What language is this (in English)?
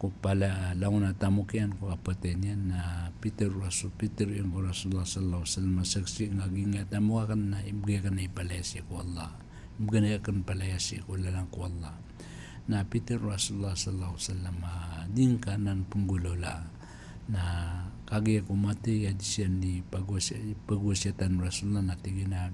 Maranao